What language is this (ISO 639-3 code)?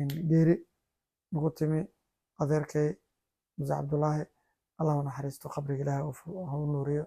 som